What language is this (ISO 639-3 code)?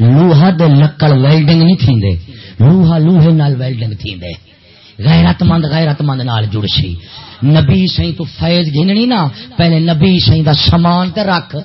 skr